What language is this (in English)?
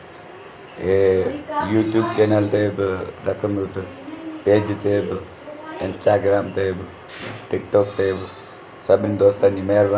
Sindhi